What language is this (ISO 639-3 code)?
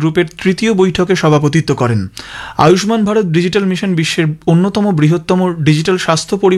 ben